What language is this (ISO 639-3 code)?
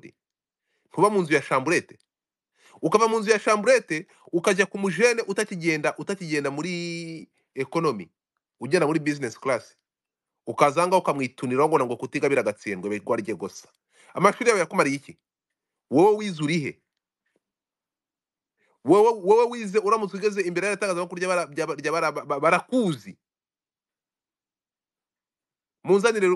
kin